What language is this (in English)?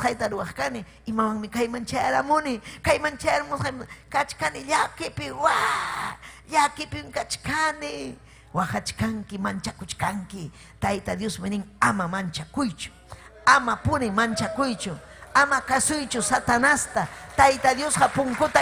Ayacucho Quechua